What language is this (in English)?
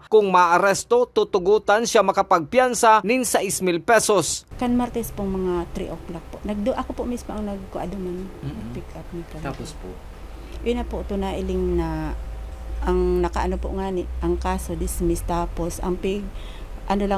Bikol